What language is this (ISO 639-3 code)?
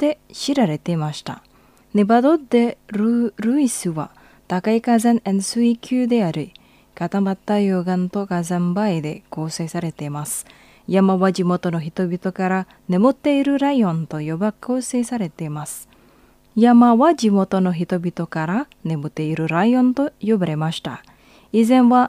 jpn